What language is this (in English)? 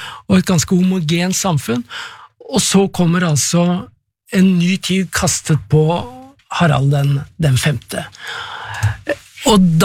Norwegian